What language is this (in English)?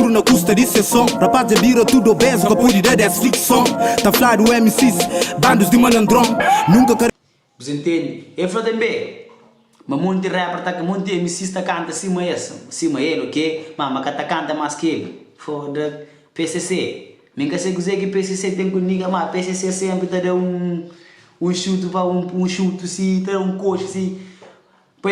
Kabuverdianu